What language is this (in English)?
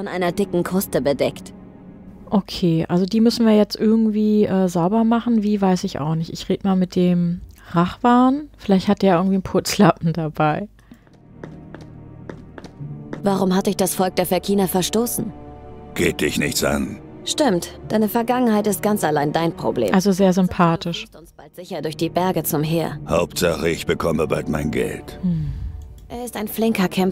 German